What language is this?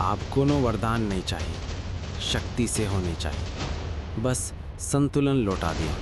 Maithili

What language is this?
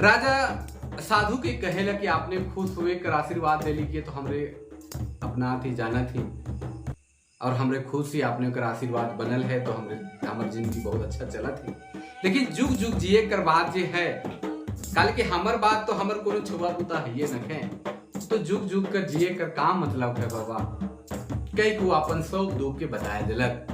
Sadri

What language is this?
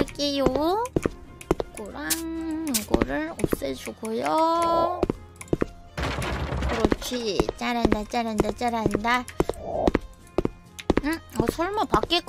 Korean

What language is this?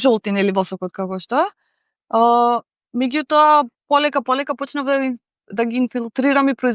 Macedonian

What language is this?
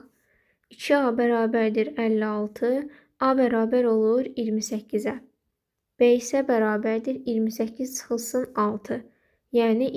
Azerbaijani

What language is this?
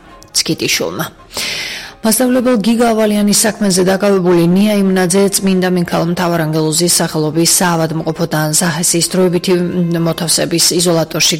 Georgian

